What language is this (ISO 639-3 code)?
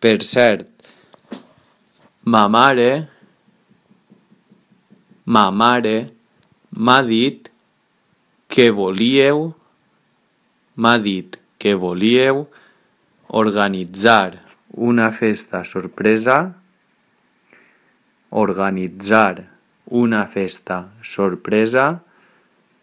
cat